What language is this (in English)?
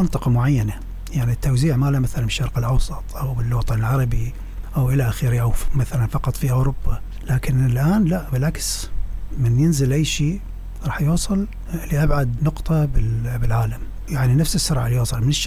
Mesopotamian Arabic